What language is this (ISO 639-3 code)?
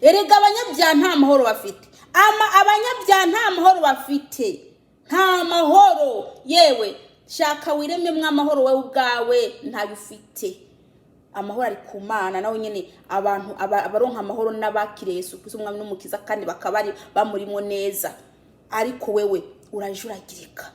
run